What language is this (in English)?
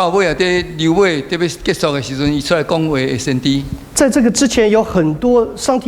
Min Nan Chinese